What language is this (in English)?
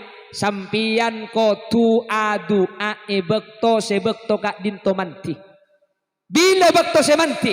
Madurese